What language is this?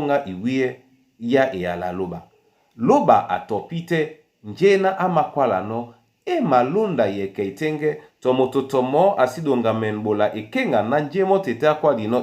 Duala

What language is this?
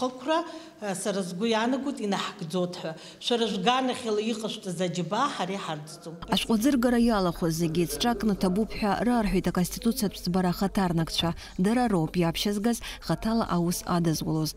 Abkhazian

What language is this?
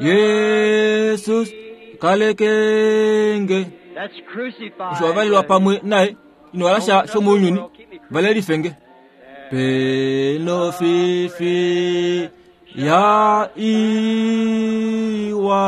Kuanyama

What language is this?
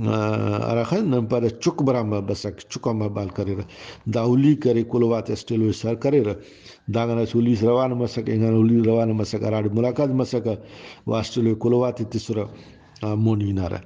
Brahui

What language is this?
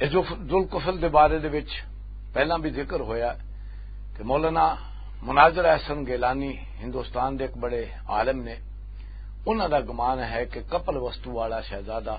Western Panjabi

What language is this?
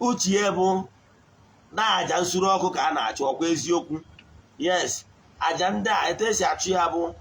Igbo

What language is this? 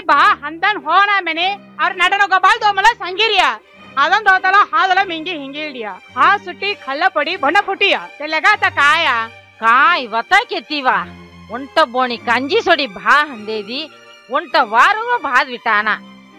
Saurashtra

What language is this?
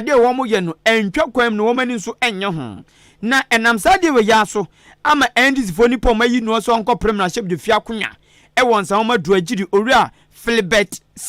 Akan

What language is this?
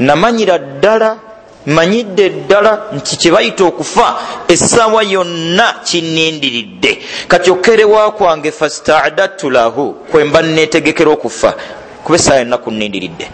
Ganda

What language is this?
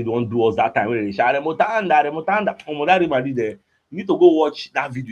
Nigerian Pidgin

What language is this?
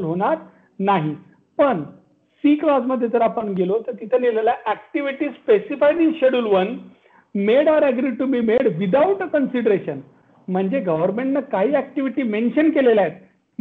Marathi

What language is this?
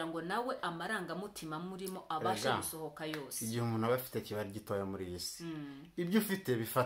Kinyarwanda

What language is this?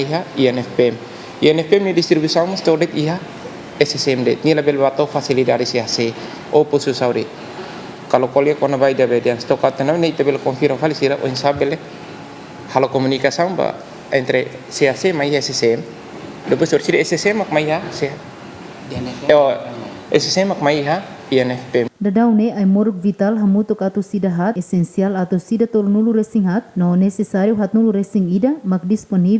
Tetum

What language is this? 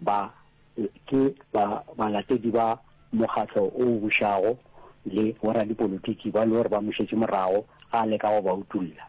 Northern Sotho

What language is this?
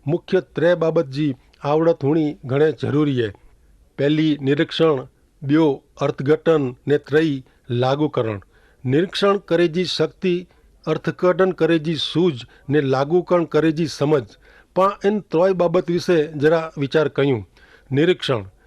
Kachhi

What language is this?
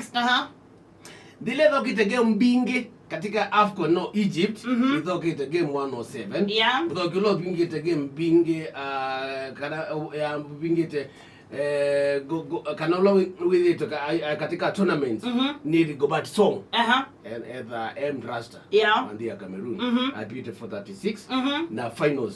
Kamba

